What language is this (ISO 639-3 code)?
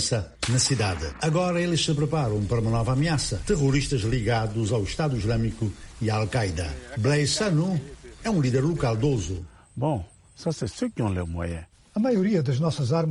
por